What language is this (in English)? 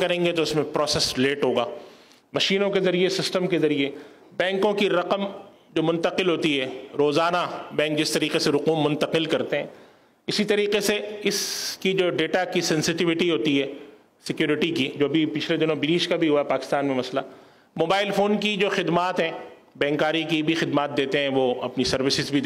Urdu